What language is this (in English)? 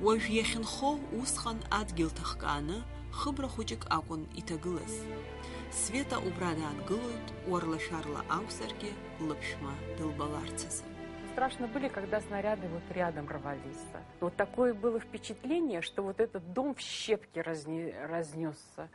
Abkhazian